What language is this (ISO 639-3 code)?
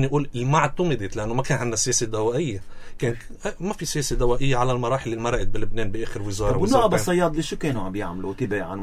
apc